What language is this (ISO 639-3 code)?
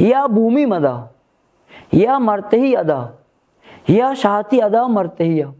bal